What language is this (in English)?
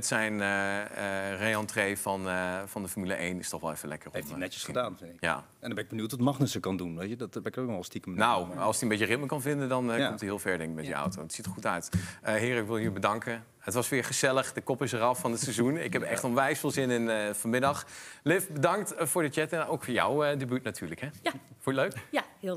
Dutch